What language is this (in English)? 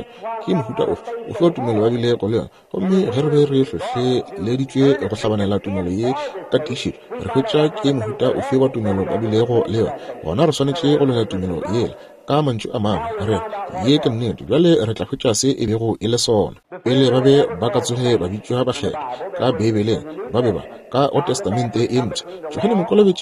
Northern Sotho